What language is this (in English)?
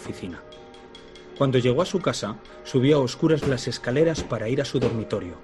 Spanish